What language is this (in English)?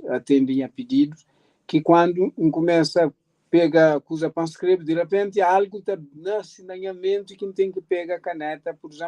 Kabuverdianu